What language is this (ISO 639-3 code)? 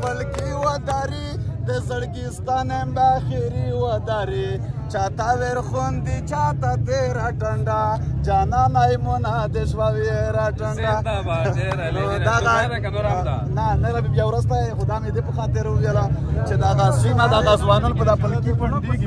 pus